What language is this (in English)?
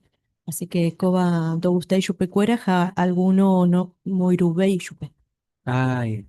Guarani